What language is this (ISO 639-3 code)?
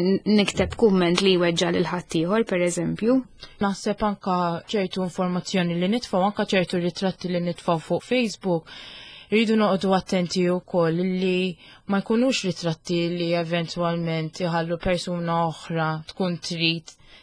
mlt